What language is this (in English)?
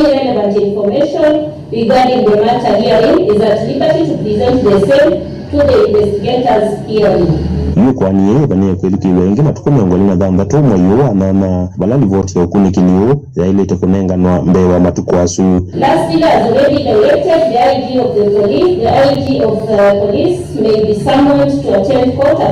Kamba